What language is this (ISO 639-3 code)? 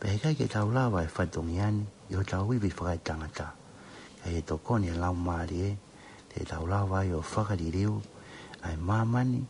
ton